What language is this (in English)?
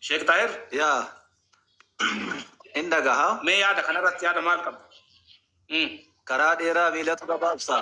Oromo